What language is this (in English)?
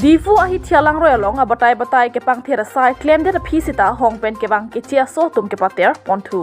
Karbi